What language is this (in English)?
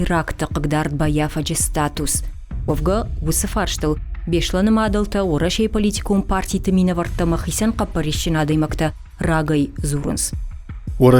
Ossetic